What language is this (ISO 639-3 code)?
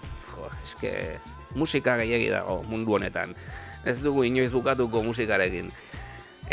eus